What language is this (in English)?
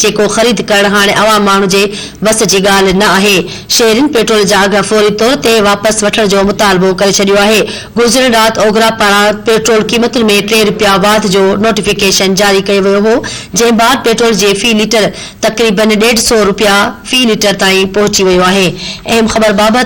Sindhi